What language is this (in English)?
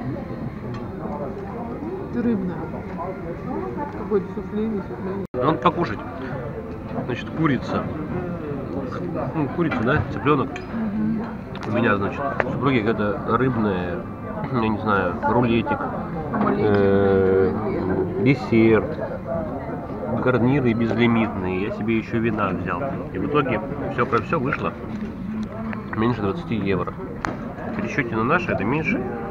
Russian